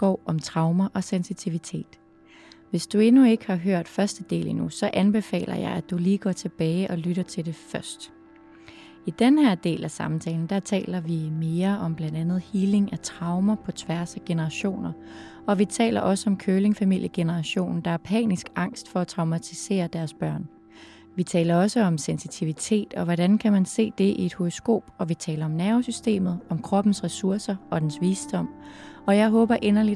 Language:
Danish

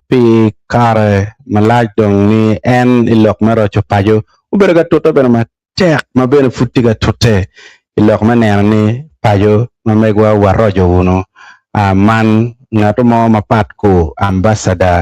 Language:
Acoli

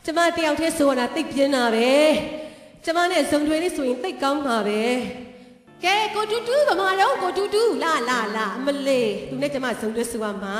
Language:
Burmese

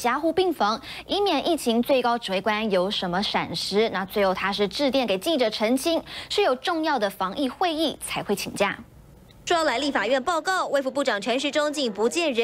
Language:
Chinese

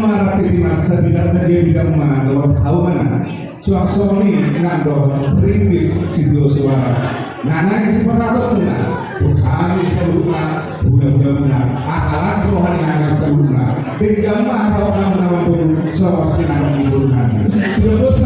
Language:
Batak Toba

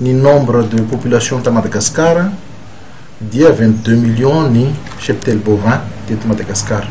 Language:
Malagasy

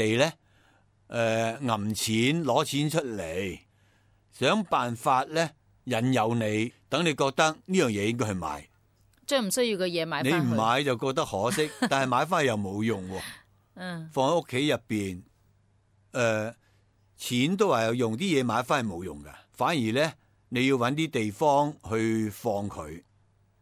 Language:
Cantonese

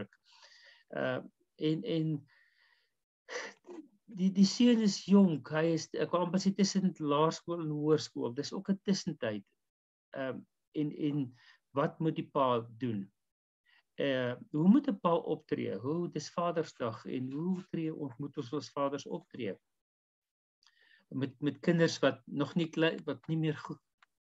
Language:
Afrikaans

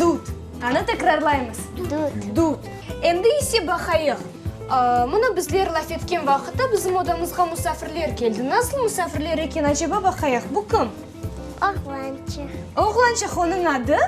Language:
Crimean Tatar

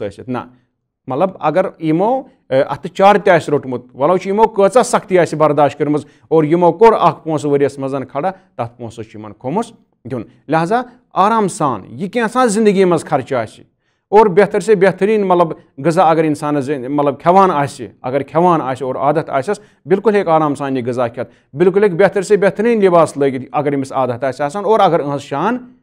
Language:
Kashmiri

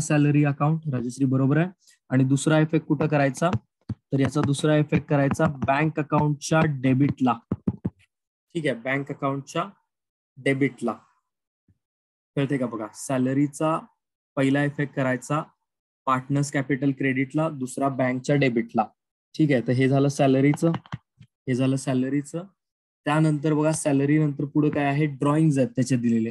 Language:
Marathi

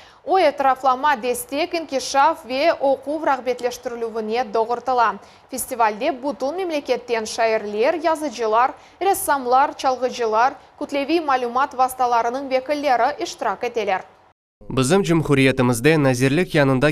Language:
Crimean Tatar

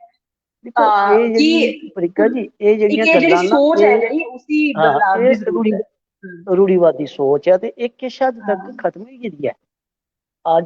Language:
Dogri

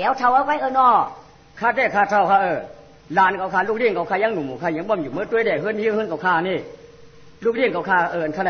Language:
Shan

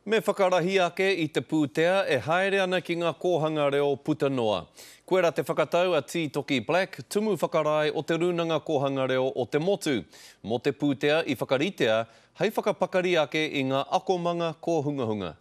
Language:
Māori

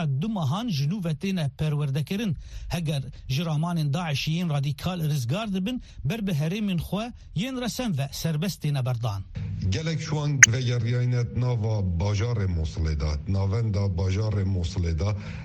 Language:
Kurdish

